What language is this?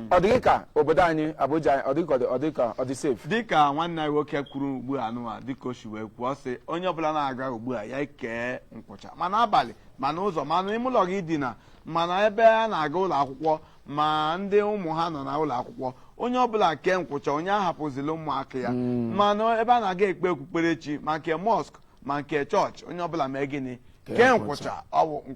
Igbo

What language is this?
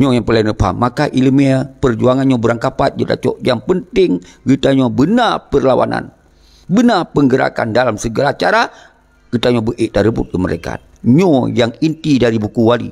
Achinese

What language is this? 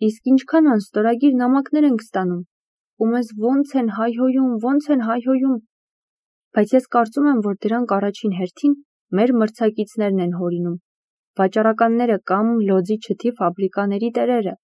Armenian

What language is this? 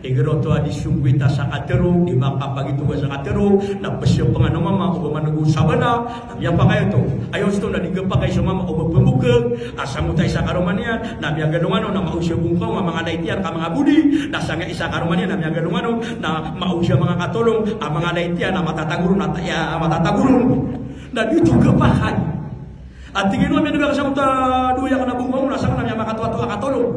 Maranao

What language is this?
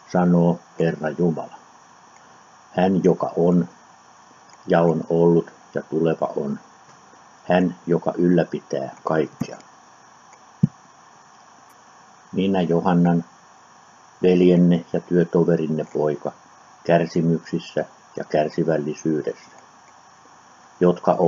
Finnish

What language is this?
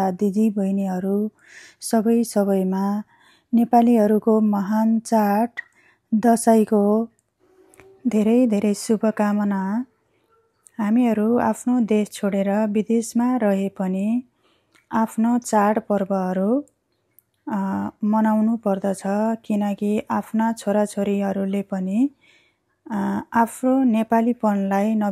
Nepali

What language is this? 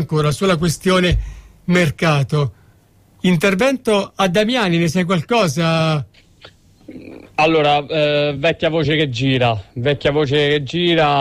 Italian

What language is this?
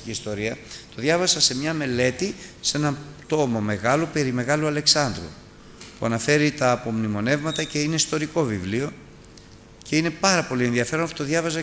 Greek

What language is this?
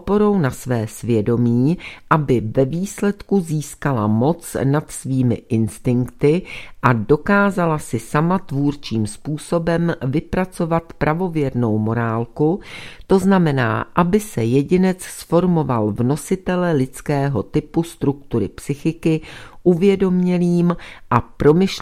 Czech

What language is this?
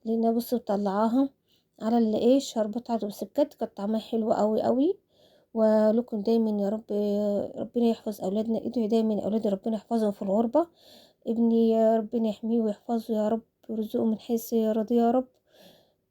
Egyptian Arabic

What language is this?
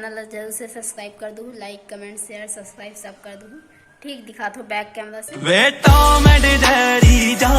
Chhattisgarhi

